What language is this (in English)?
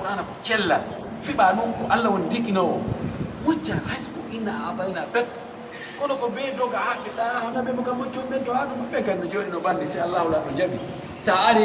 Pular